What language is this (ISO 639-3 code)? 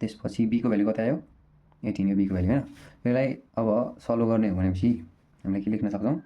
nep